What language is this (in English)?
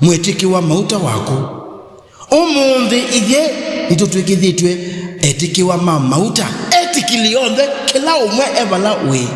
Kamba